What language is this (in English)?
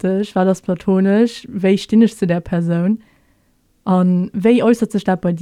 Luxembourgish